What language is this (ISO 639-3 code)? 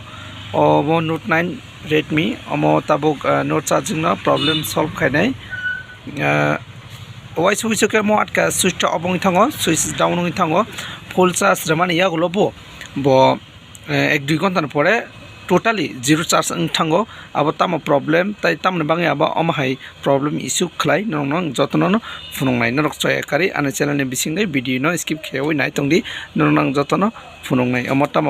trp